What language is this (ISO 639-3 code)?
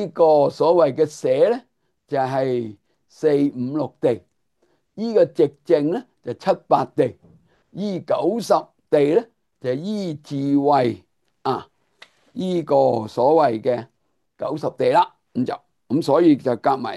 yue